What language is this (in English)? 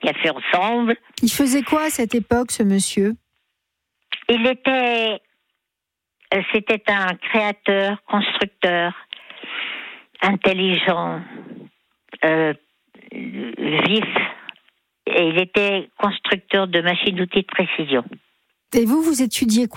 French